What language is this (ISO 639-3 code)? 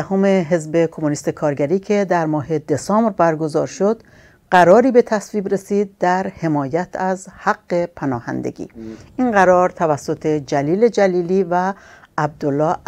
fas